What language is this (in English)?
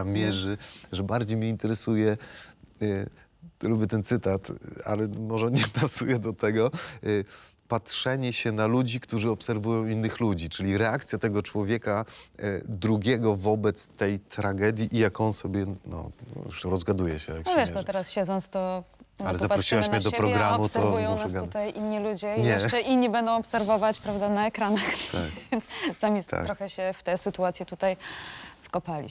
Polish